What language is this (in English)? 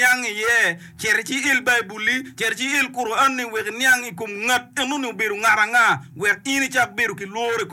Acoli